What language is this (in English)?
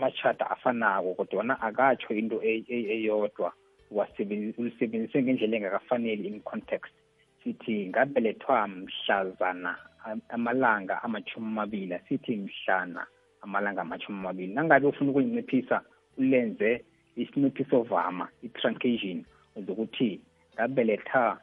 South Ndebele